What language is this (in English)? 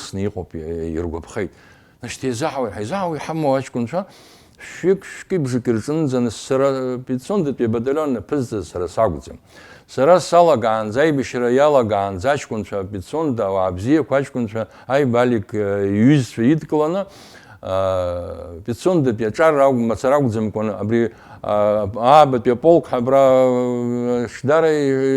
Abkhazian